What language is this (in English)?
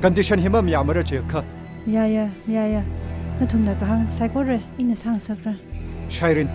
Tangkhul Naga (India)